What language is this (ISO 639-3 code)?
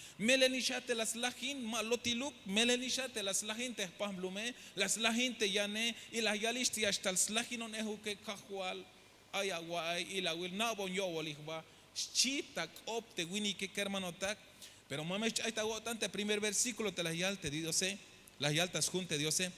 tzh